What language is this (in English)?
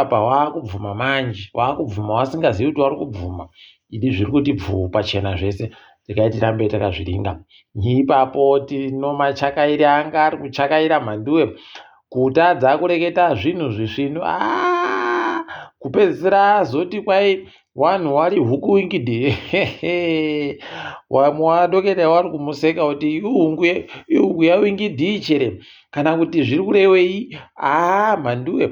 Ndau